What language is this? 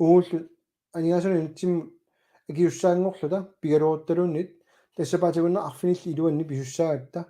Kalaallisut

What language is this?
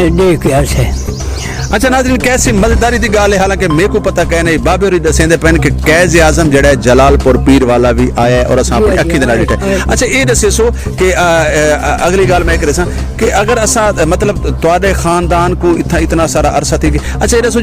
Saraiki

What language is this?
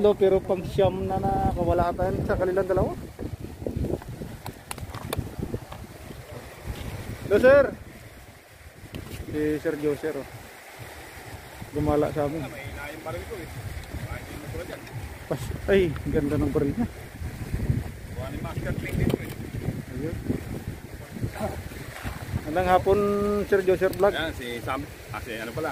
Filipino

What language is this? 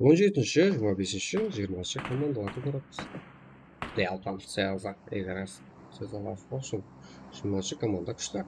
Kara-Kalpak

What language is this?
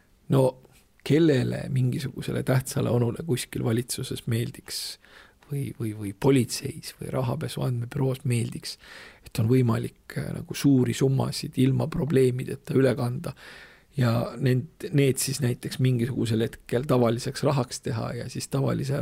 Estonian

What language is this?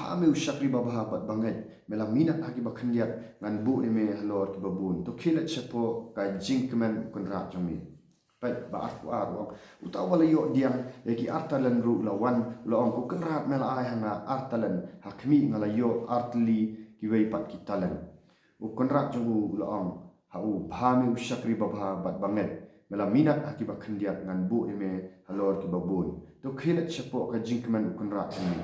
Khasi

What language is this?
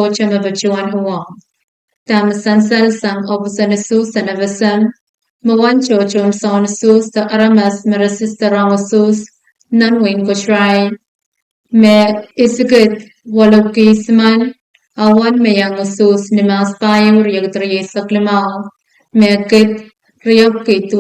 Pohnpeian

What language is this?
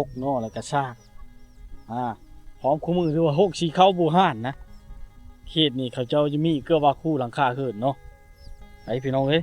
Lao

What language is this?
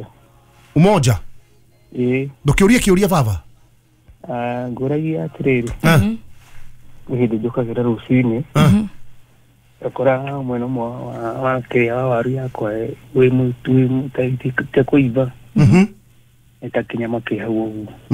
Kikuyu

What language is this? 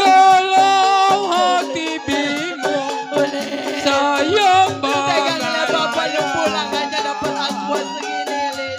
Betawi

